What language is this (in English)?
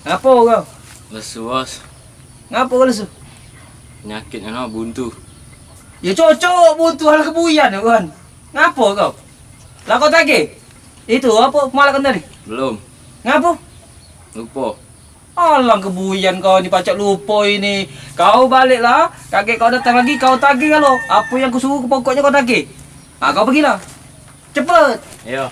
Musi